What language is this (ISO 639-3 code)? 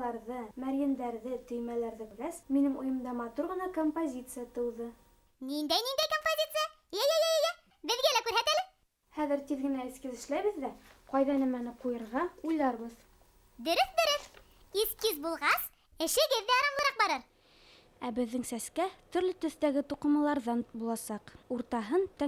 bak